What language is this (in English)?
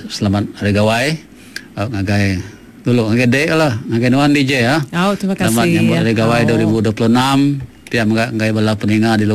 Iban